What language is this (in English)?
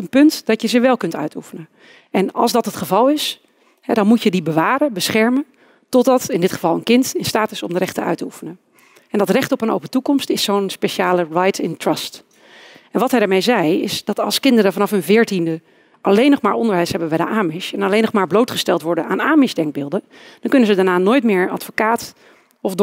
Dutch